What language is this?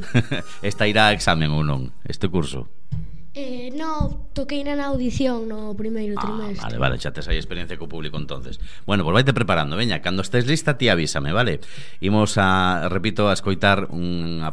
Galician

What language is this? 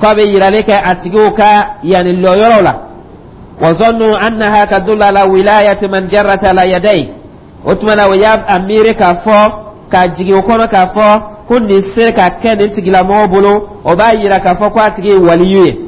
Dyula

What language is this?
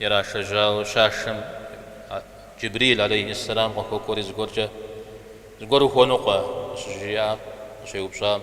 Kabardian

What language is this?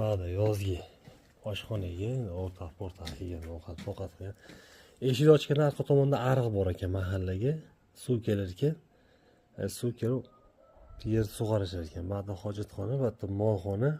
Uzbek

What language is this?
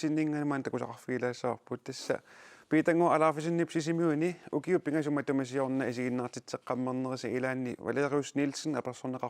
Kalaallisut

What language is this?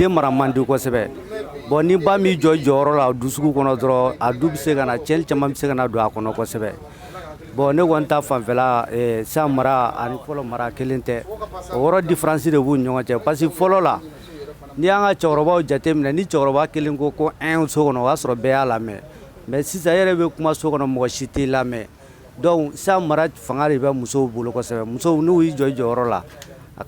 Bambara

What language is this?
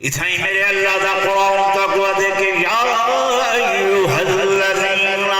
Saraiki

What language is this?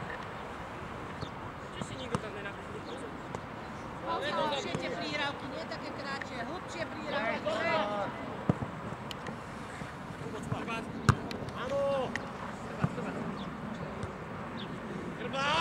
Slovak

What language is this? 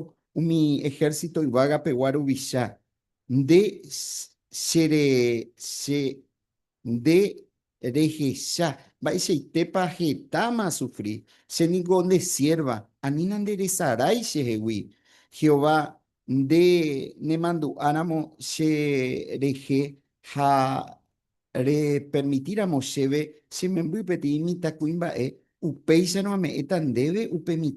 Guarani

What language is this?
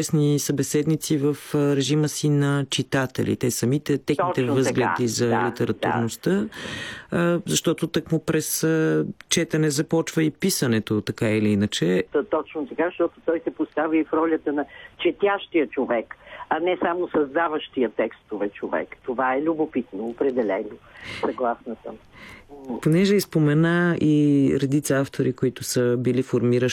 Bulgarian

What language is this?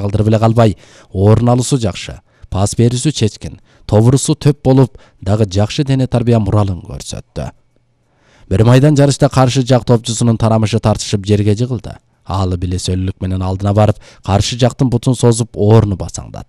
Kyrgyz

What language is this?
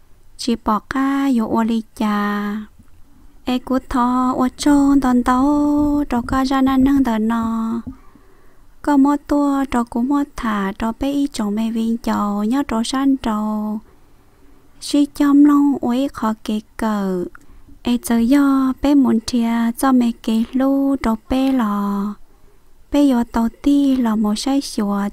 Vietnamese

